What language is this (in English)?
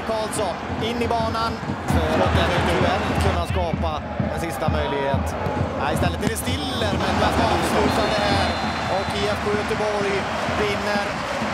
Swedish